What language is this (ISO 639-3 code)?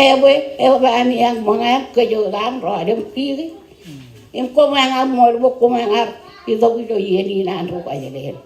mah